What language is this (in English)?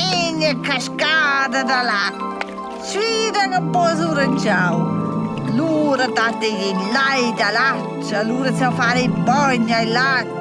Romansh